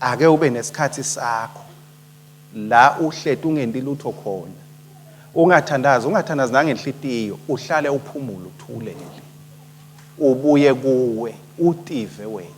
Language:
Swati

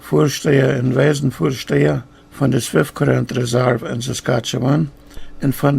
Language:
Plautdietsch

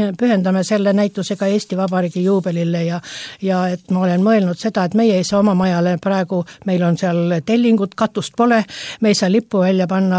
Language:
Estonian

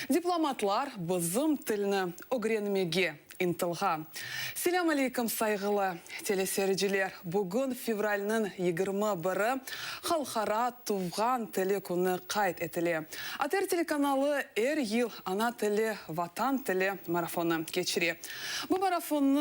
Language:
Crimean Tatar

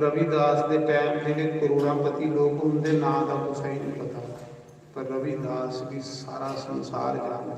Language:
Dogri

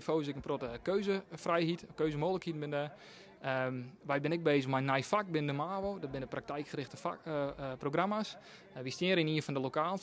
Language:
Western Frisian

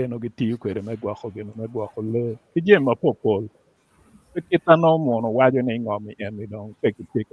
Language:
Acoli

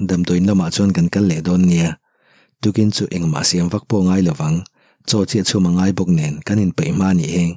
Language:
Mizo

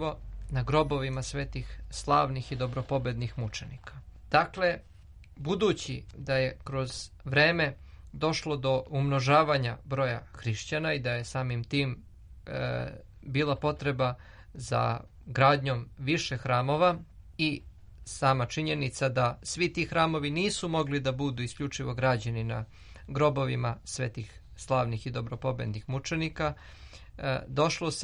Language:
Serbian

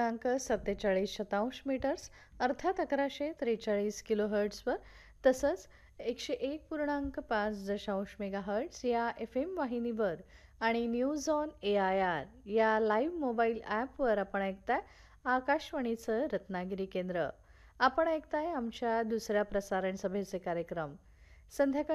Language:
Marathi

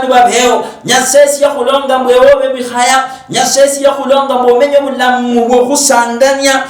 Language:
Luyia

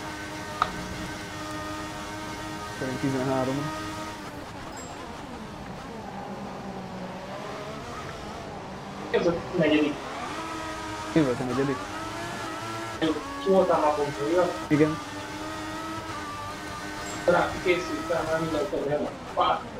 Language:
Hungarian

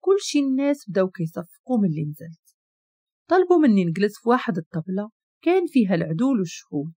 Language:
Moroccan Arabic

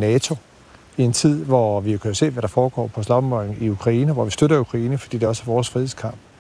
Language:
Danish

